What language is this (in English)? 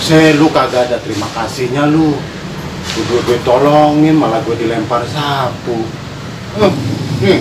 Betawi